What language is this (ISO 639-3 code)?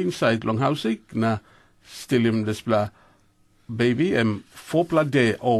tpi